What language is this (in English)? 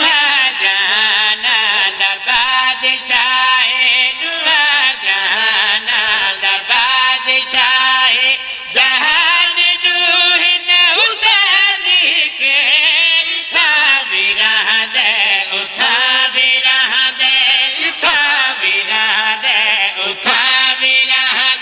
Pahari-Potwari